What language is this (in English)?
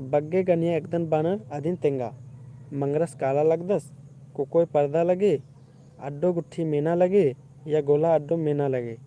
Kurukh